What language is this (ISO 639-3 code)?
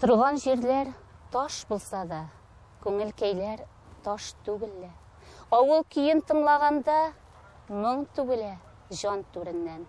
tat